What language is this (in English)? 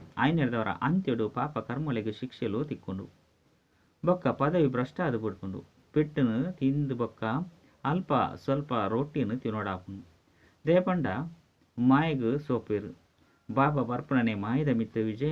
Tulu